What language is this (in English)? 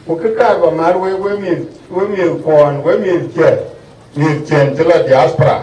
Dinka